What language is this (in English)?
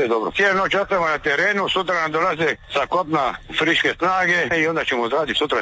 Croatian